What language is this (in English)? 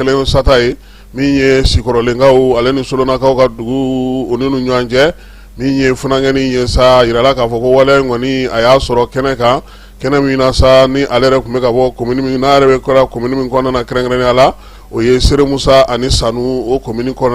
Bambara